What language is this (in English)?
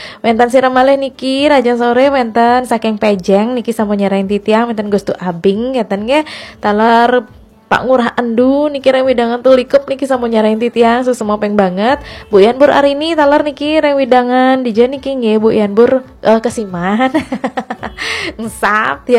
Balinese